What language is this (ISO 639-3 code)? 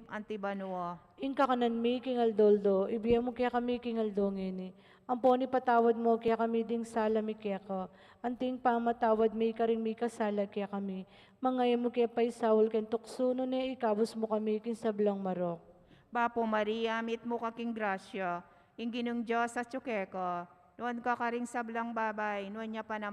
pam